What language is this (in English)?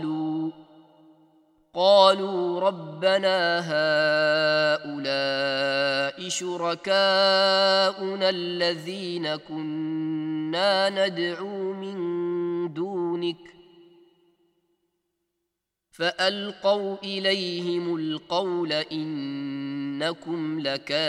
Arabic